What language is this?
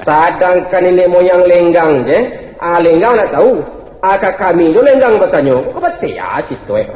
Minangkabau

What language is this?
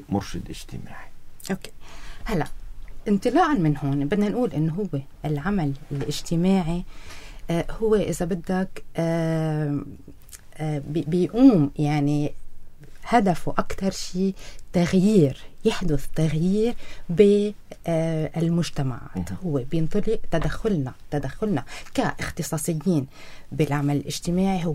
North Levantine Arabic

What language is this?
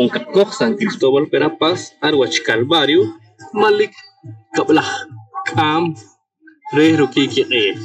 Poqomchi'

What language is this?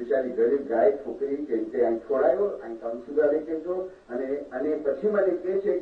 Gujarati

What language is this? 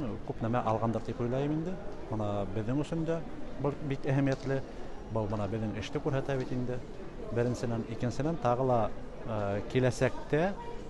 Bashkir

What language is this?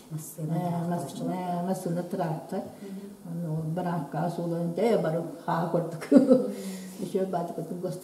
Yakut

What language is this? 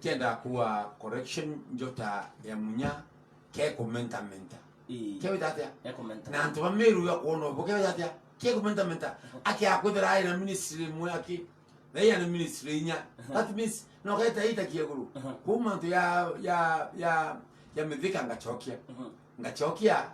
Meru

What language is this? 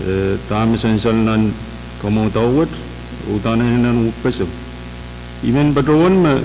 Pohnpeian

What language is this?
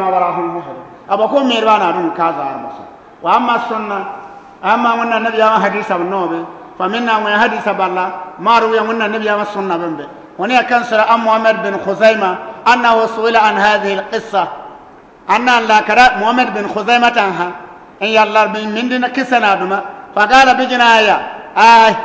Bissa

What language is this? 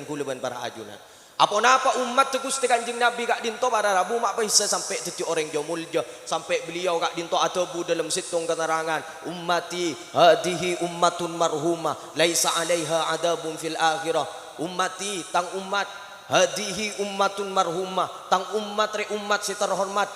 Madurese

